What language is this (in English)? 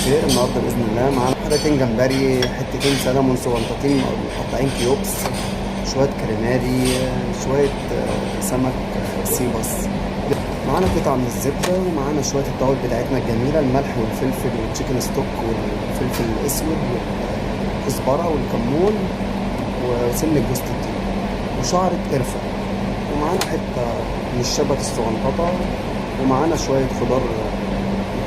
Egyptian Arabic